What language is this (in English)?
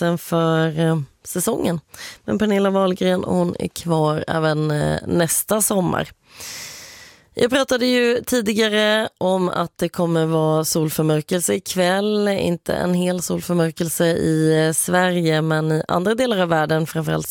Swedish